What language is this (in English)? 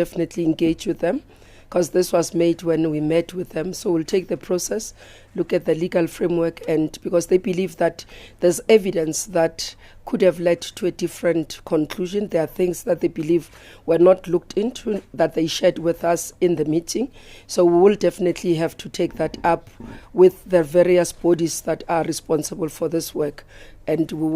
Venda